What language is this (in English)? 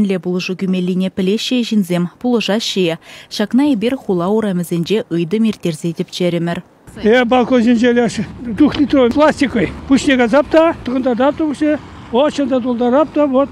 Chuvash